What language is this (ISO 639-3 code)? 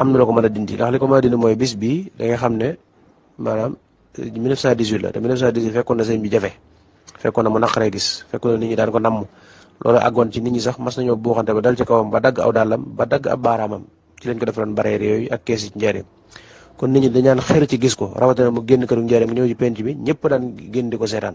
wol